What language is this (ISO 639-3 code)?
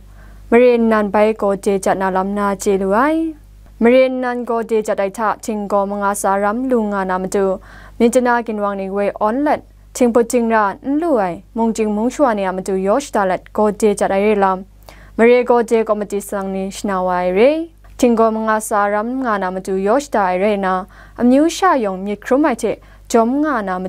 kac